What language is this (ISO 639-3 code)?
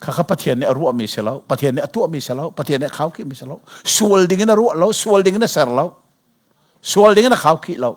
cnh